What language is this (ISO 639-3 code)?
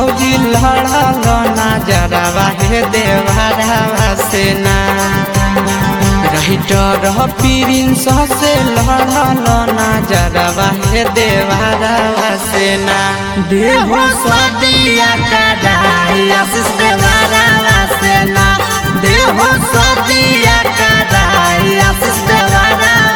bho